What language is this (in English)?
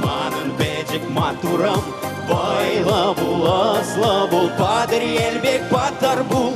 Chuvash